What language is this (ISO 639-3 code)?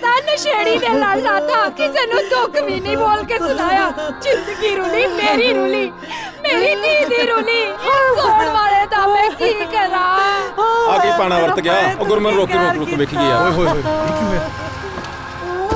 pan